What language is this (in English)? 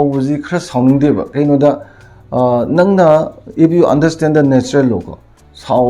Manipuri